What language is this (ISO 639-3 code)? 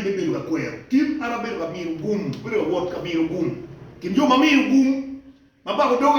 ach